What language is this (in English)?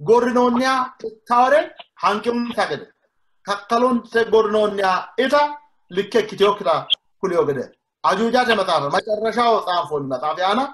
Sidamo